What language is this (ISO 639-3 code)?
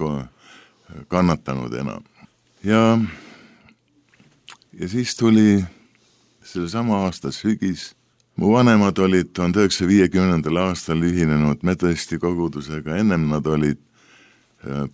est